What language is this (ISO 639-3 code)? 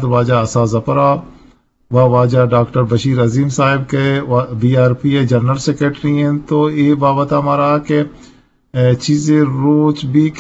bgp